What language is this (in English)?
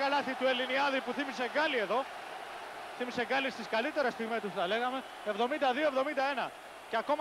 Greek